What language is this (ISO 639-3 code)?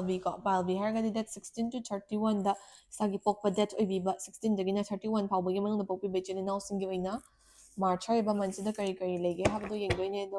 mni